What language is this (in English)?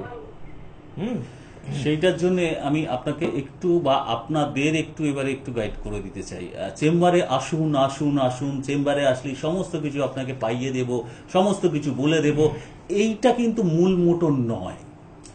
Bangla